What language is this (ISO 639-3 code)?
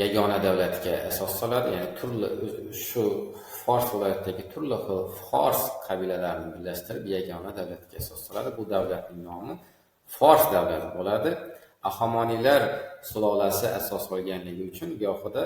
uzb